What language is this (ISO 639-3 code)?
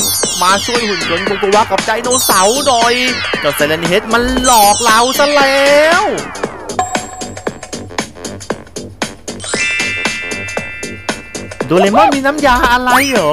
tha